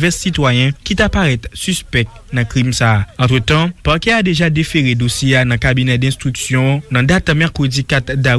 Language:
Haitian Creole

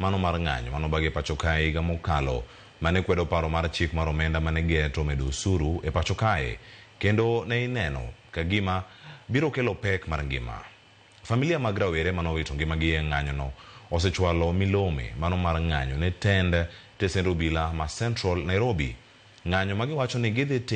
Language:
Luo (Kenya and Tanzania)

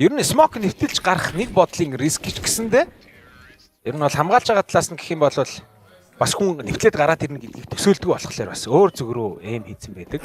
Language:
Mongolian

